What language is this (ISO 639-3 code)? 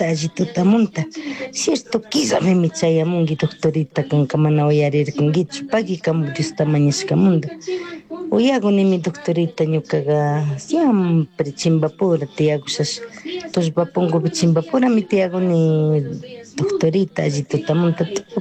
qug